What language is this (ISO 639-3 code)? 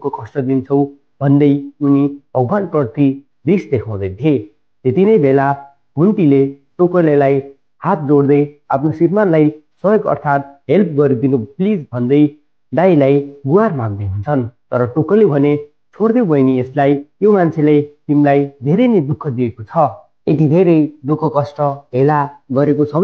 nep